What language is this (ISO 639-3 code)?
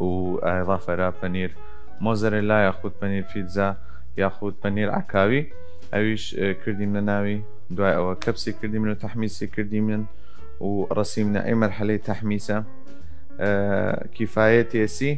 sdh